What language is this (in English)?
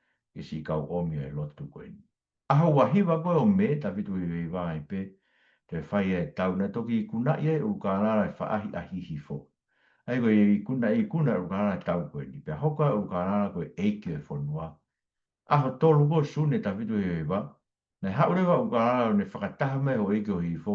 Tongan